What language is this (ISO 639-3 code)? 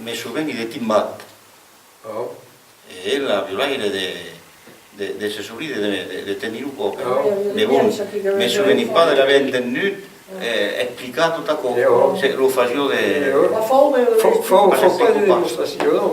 oci